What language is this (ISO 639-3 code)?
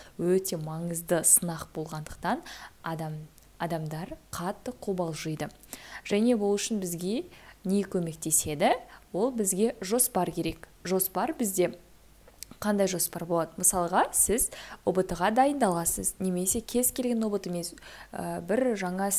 kaz